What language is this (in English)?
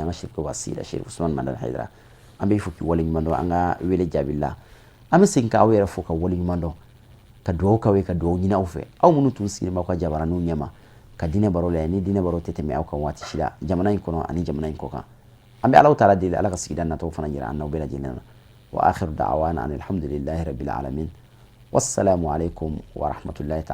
Bambara